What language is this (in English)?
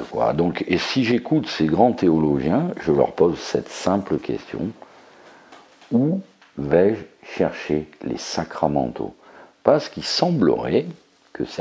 French